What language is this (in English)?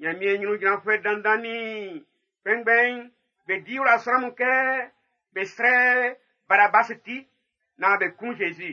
Baoulé